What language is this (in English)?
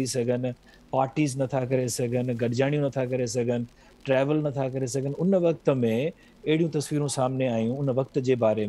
Sindhi